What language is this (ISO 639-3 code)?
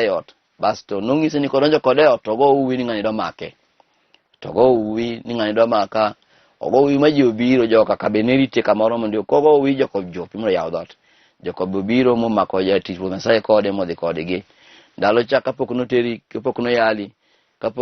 luo